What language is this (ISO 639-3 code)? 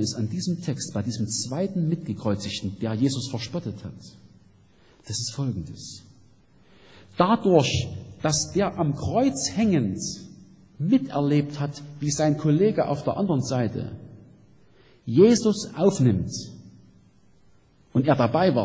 deu